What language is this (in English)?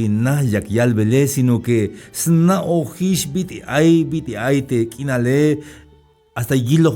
Tzeltal